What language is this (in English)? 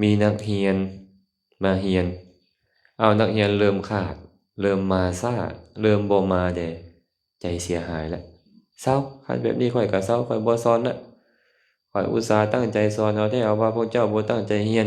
Lao